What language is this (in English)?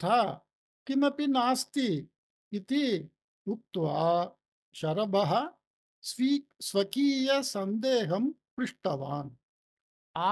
Sanskrit